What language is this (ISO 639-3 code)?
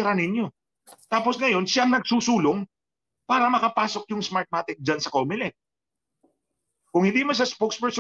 fil